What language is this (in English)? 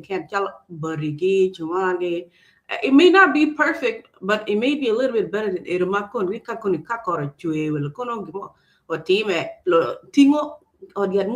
Acoli